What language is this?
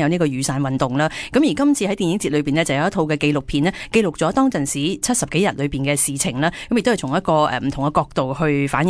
Cantonese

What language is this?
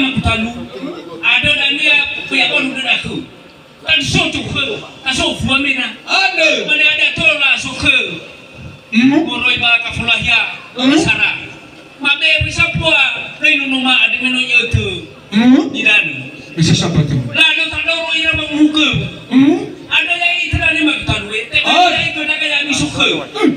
Nias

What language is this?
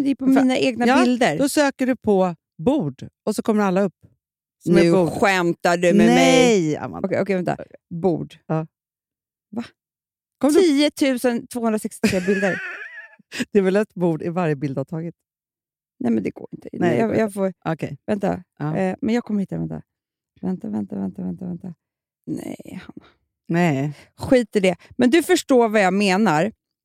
Swedish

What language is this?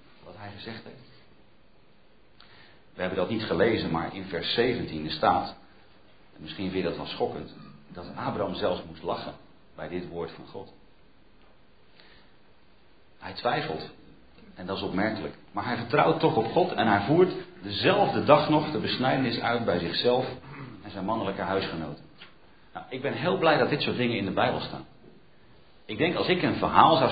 Dutch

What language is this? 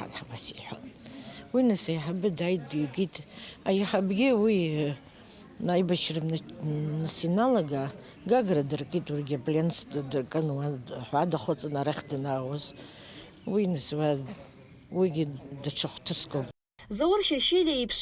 Abkhazian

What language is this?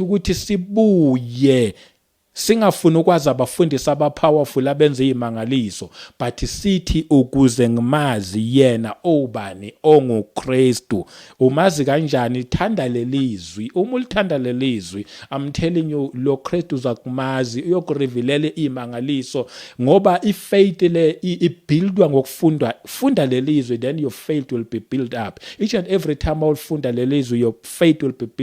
Zulu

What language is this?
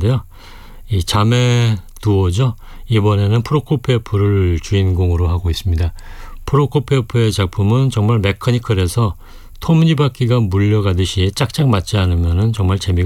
Korean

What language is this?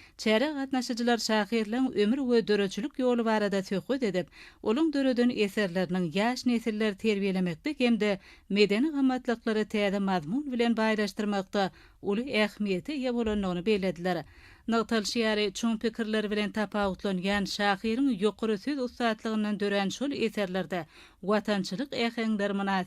Turkmen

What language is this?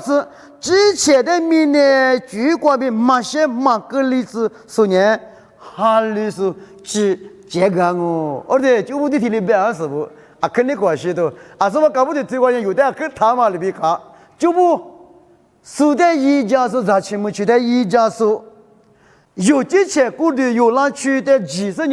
Lisu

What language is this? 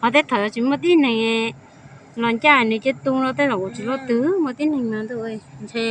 Hmong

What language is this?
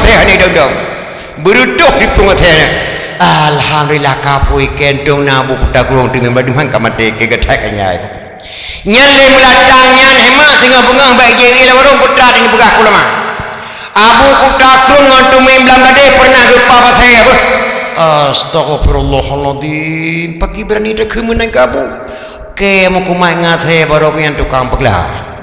Achinese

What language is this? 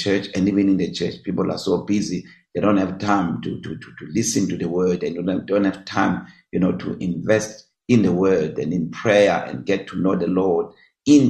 English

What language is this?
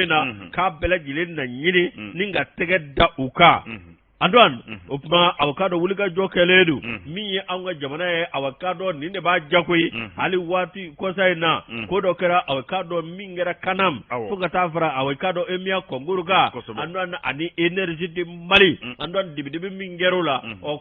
Bambara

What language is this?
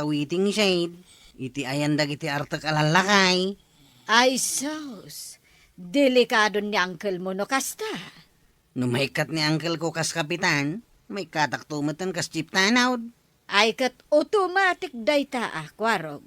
Iloko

